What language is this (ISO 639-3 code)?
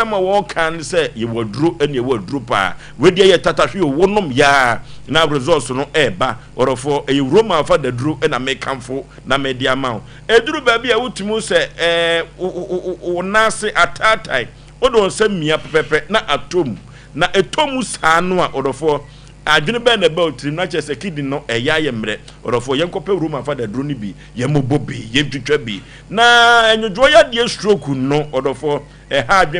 aka